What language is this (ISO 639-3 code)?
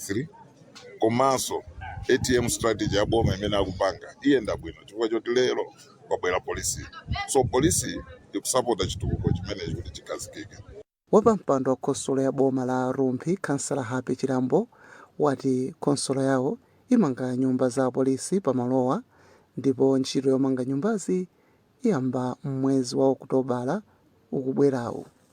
nya